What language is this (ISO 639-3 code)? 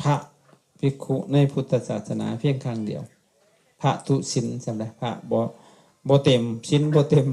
lao